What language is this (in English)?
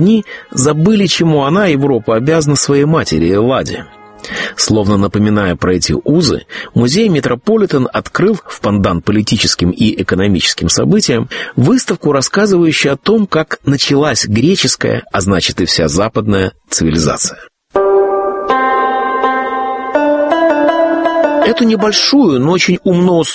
Russian